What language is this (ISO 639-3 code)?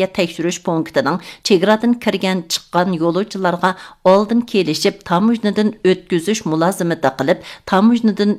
uig